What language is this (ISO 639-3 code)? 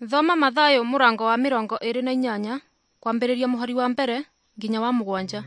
kik